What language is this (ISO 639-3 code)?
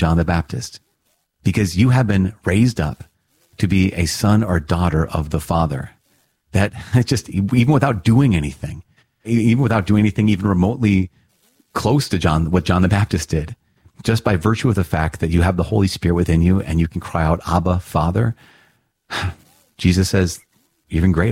eng